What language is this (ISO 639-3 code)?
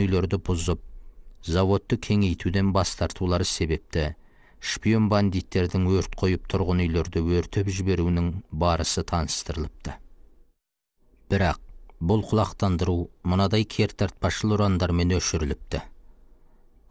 kaz